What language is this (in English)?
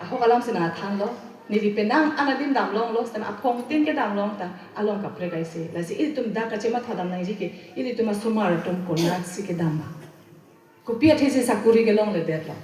Karbi